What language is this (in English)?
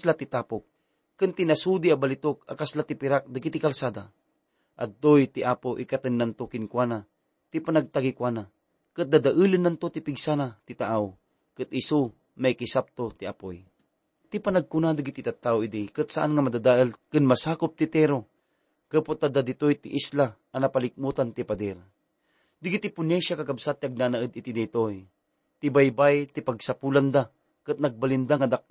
Iloko